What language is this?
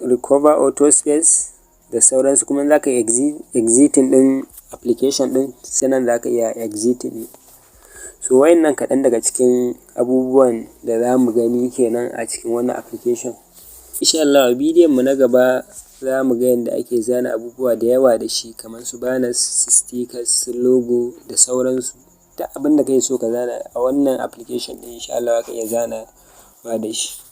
Hausa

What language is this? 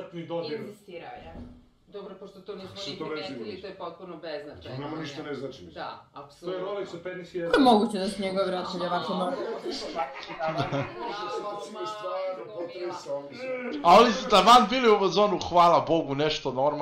Serbian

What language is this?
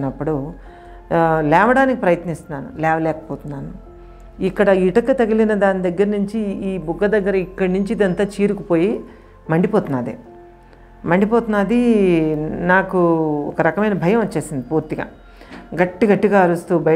Telugu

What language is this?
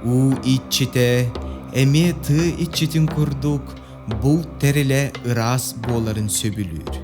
Yakut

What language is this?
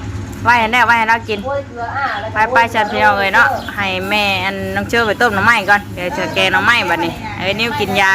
Northeastern Thai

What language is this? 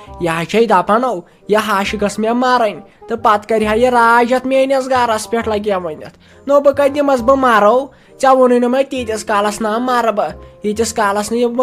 Kashmiri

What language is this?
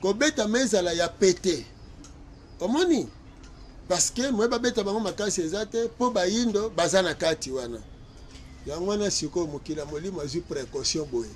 Lingala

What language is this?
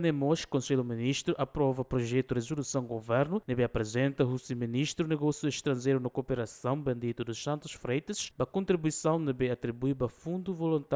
Tetum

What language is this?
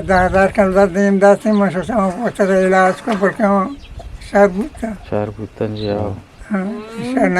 Eastern Balochi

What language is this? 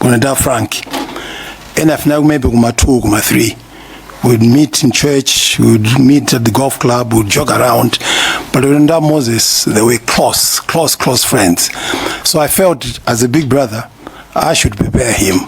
Nyanja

